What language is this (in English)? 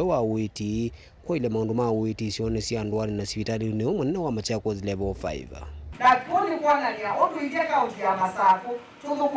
Kamba